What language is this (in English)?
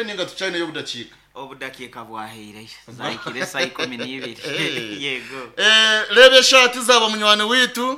Nyankole